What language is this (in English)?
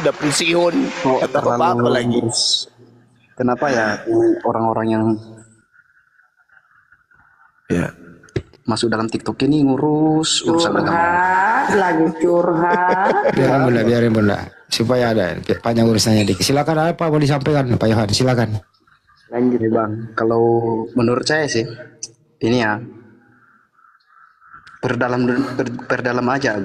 Indonesian